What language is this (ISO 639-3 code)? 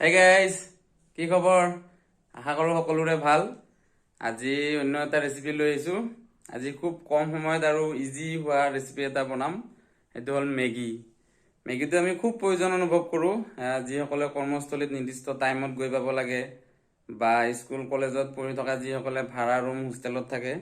asm